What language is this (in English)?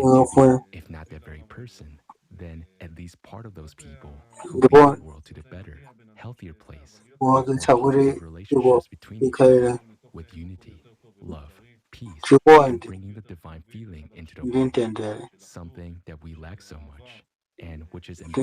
Nyanja